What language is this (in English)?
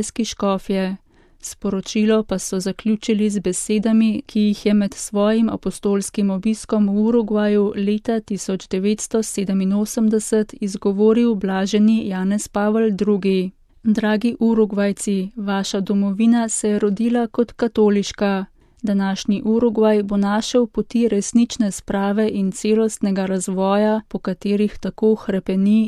Slovenian